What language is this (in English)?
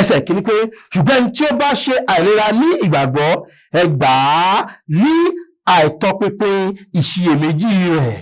Yoruba